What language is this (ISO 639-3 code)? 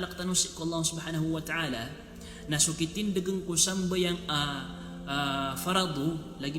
mrw